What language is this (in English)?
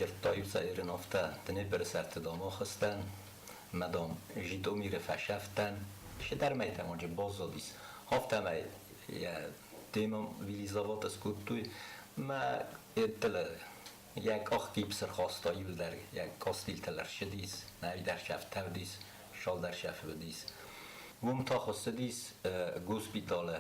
Ossetic